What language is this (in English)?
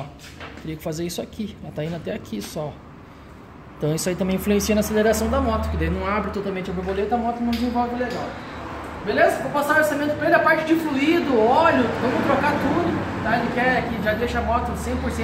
Portuguese